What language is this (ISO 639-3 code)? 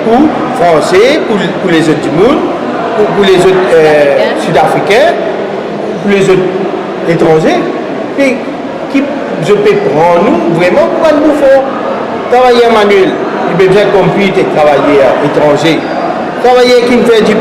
mfe